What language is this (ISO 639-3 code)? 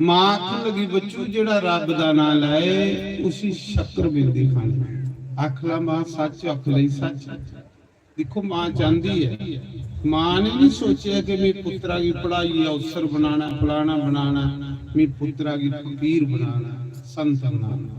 doi